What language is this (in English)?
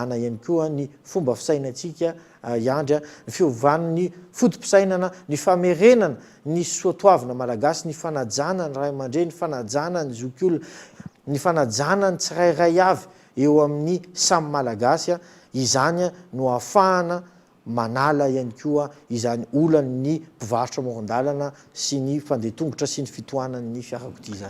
Malagasy